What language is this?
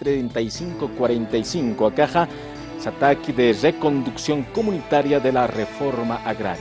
Aymara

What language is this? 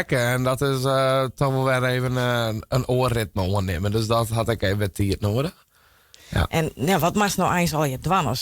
Western Frisian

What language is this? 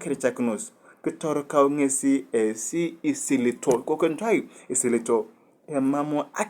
Turkana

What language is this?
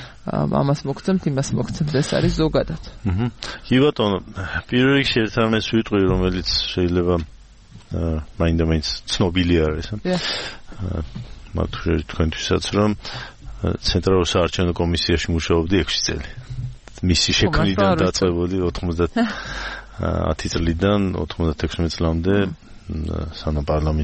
Georgian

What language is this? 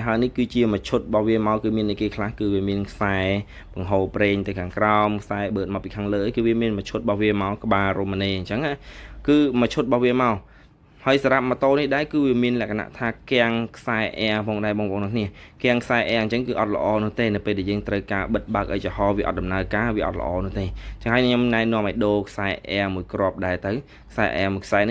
Khmer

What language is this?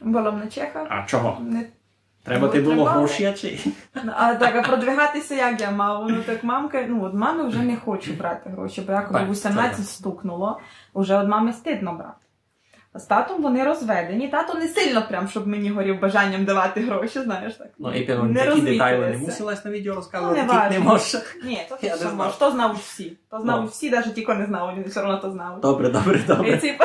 Rusyn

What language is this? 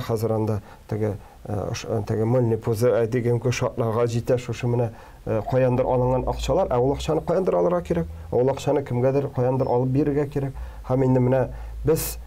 Tatar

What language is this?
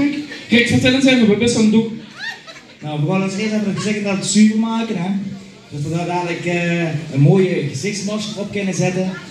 Limburgish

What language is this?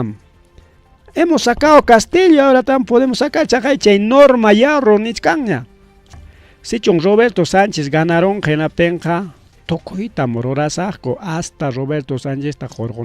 Ayacucho Quechua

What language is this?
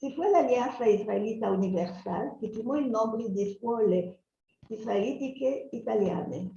Ladino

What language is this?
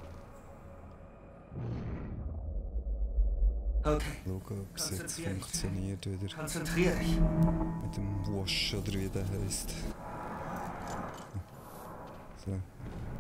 German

